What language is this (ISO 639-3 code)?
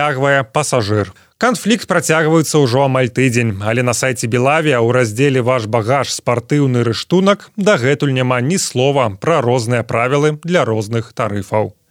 bel